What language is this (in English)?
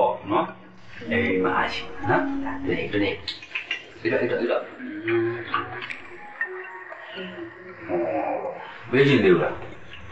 Burmese